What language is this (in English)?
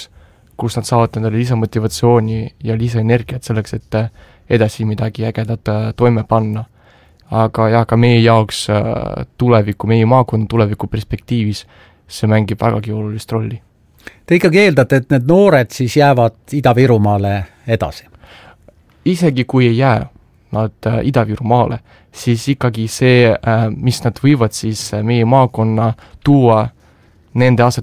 Estonian